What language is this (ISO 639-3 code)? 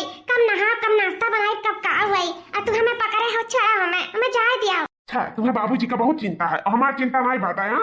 awa